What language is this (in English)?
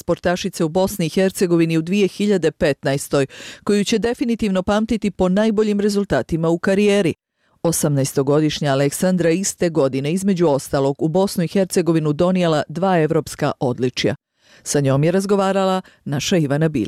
Bosnian